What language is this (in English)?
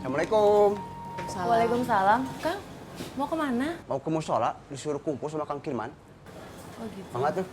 Betawi